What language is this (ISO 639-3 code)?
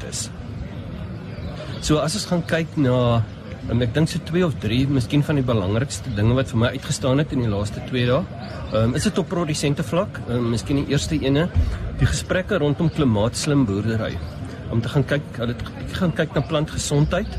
afr